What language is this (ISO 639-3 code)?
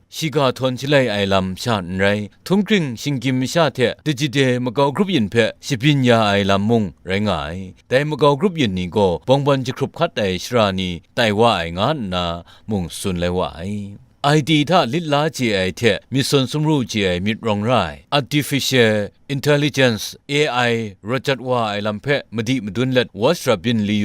kac